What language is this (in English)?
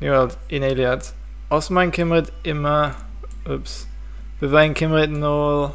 Welsh